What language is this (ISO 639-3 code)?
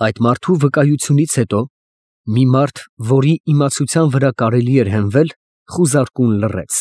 hye